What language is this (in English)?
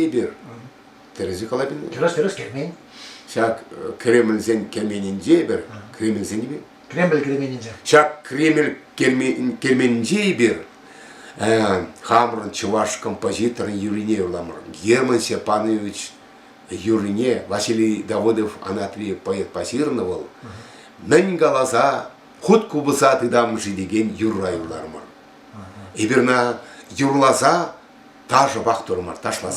Chuvash